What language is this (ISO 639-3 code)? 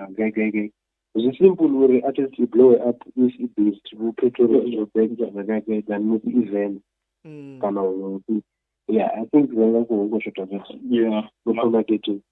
ven